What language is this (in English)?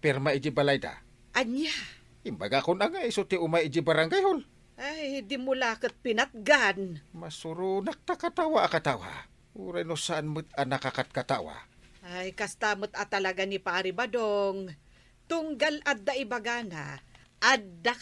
Iloko